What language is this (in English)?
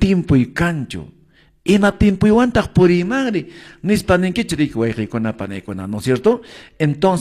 Quechua